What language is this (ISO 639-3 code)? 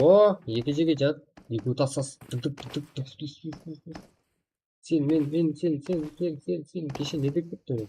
kaa